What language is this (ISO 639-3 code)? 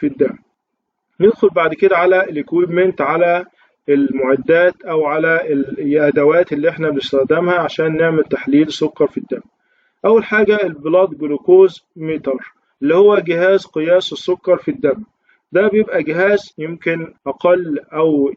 arz